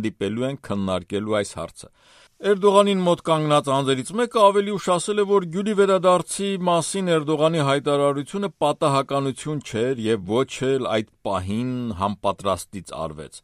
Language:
Armenian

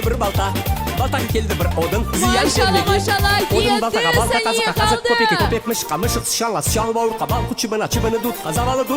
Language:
Crimean Tatar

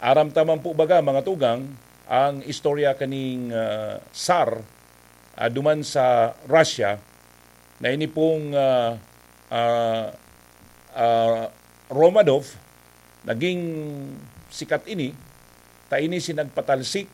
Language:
Bikol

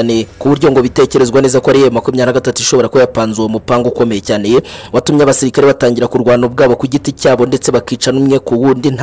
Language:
Kinyarwanda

